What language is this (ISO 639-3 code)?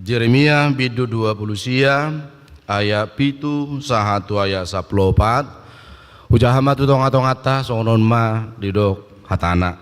bbc